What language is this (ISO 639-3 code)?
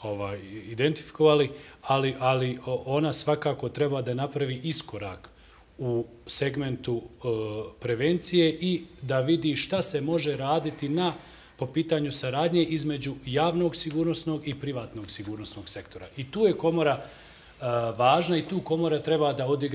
bos